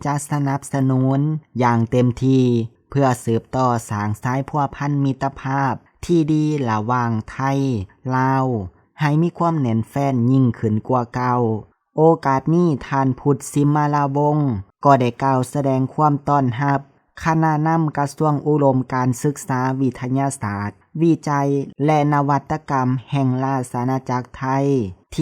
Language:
Lao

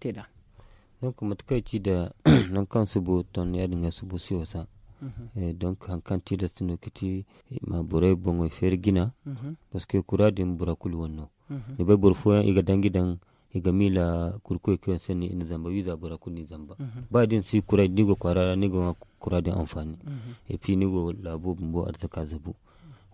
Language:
Zarma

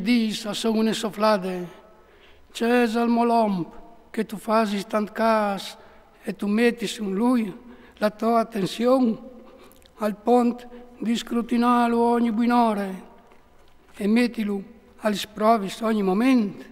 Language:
Friulian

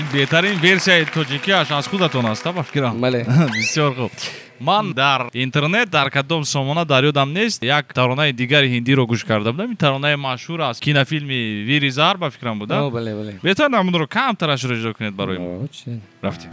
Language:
Tajik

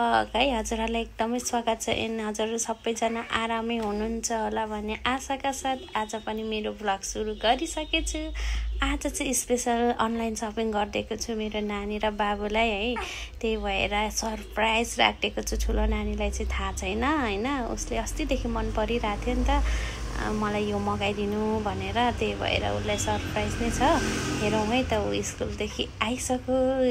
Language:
Nepali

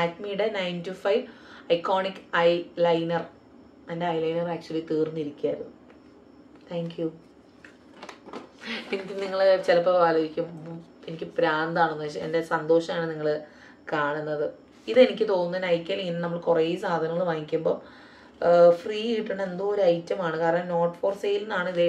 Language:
Malayalam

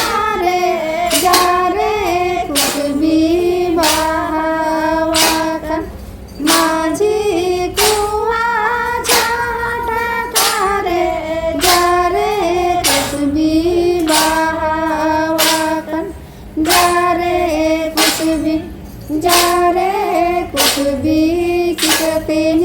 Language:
Santali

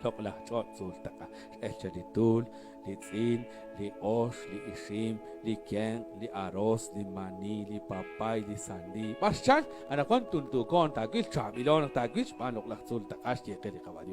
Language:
Kekchí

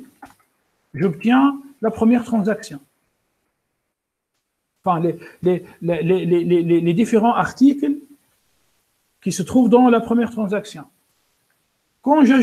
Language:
French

